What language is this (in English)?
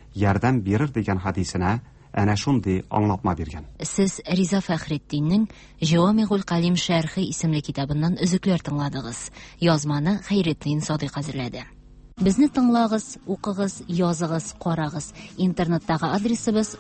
Tatar